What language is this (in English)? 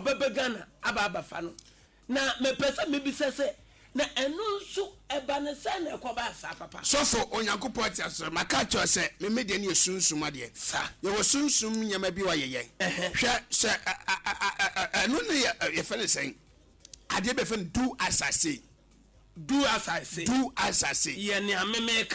Akan